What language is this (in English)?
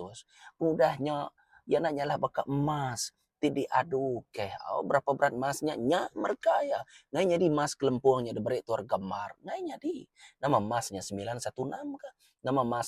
Iban